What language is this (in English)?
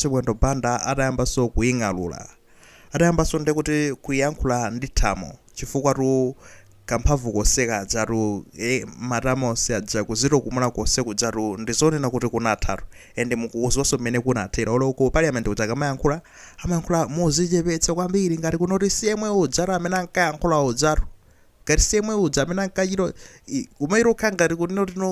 Nyanja